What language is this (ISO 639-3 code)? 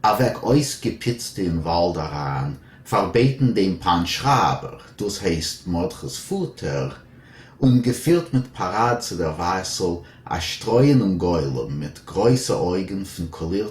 yid